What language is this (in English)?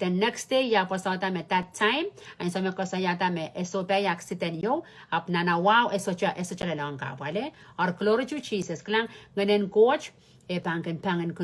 Pohnpeian